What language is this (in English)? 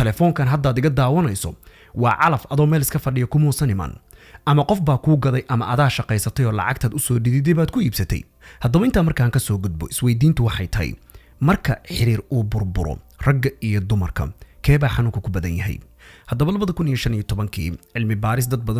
Somali